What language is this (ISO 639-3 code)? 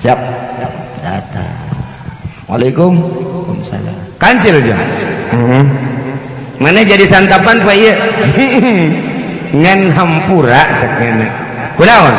sun